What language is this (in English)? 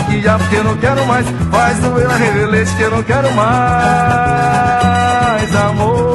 Portuguese